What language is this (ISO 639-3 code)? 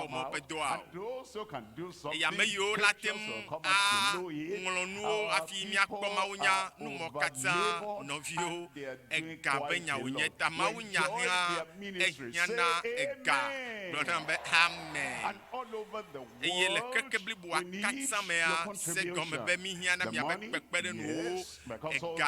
ewe